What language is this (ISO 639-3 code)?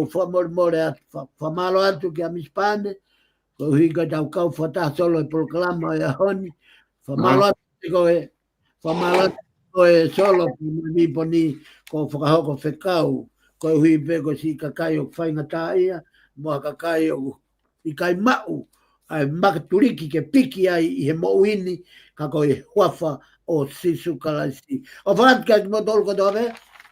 ton